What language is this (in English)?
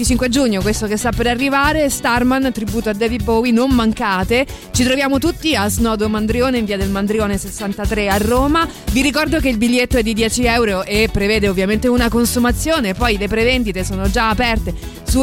Italian